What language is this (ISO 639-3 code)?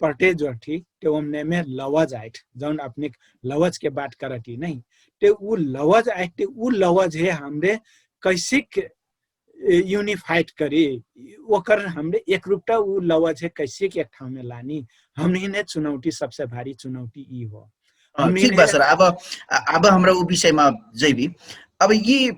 thl